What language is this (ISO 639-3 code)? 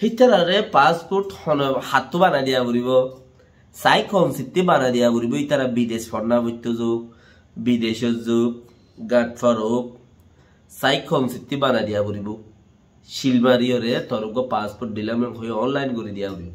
rhg